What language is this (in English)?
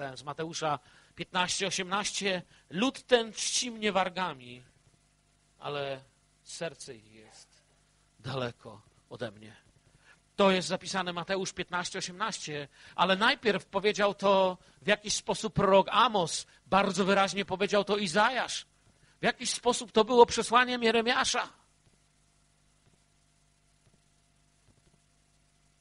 Polish